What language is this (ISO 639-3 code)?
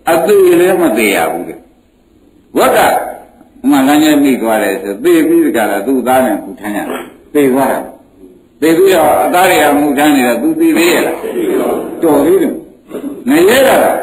mya